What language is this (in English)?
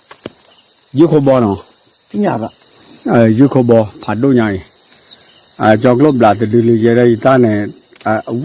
S'gaw Karen